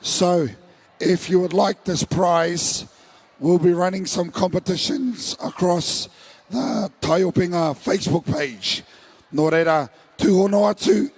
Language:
Māori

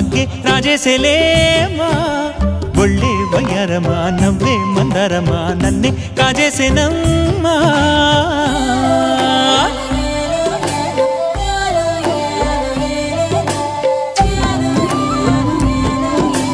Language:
Telugu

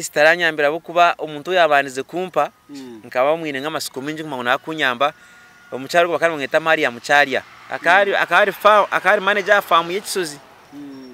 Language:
Nyankole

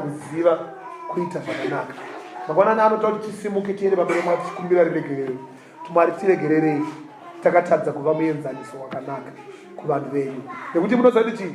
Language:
Shona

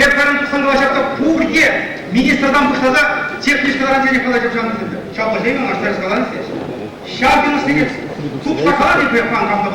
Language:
Chuvash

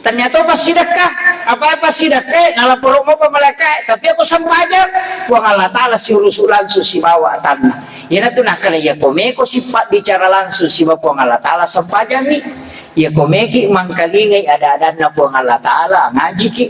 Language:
Buginese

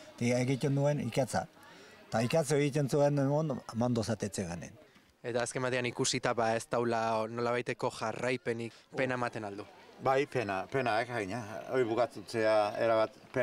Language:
Basque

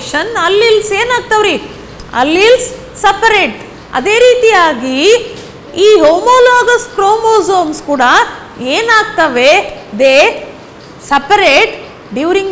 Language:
Kannada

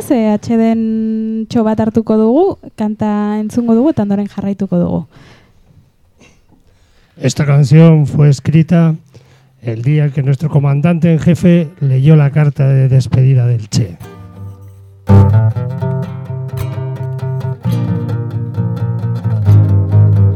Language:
Basque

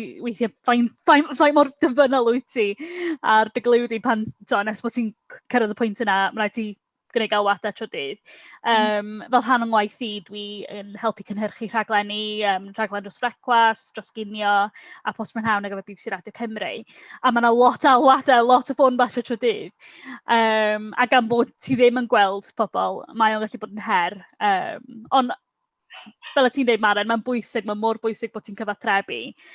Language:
Welsh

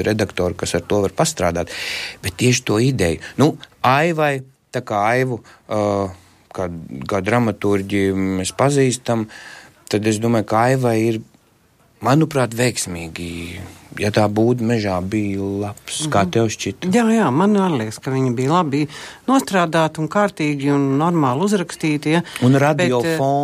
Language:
Latvian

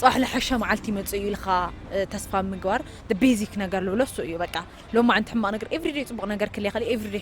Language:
Tigrinya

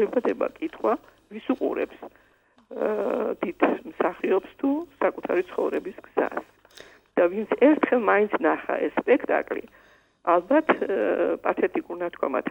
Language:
Georgian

